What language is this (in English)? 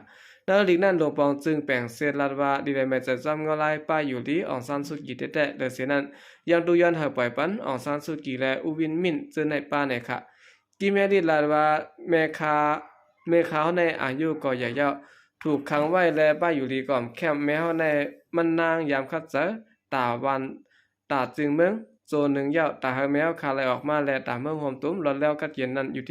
Shan